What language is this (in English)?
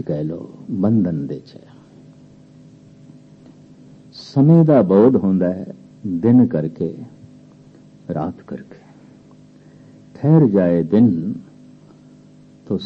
Punjabi